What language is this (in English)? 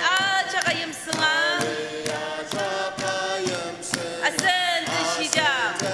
Ao Naga